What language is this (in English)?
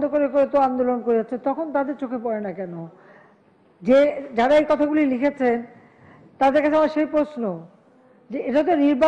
Bangla